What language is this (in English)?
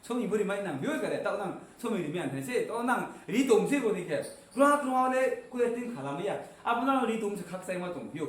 Riang (India)